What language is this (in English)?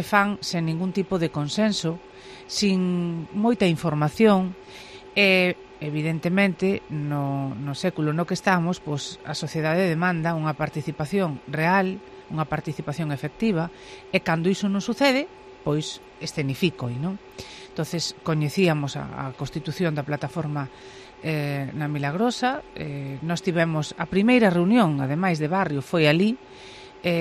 Galician